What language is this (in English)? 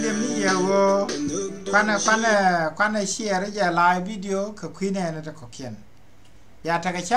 Nuer